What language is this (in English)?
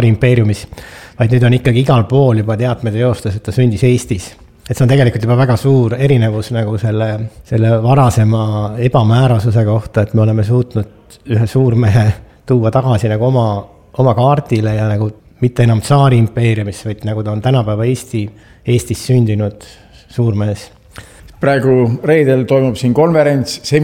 Estonian